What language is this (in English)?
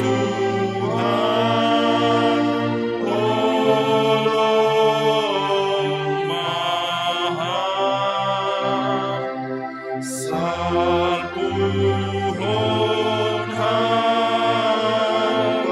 Batak Simalungun